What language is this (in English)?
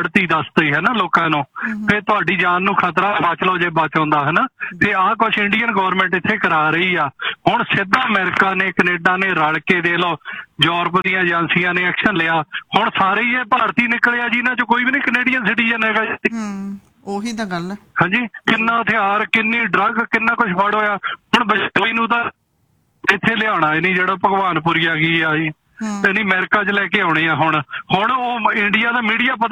Punjabi